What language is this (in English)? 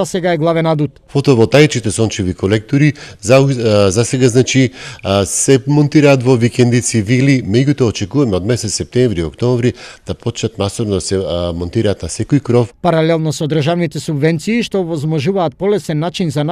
Macedonian